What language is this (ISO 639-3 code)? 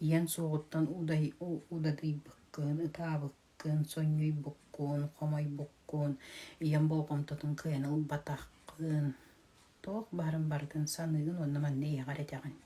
sah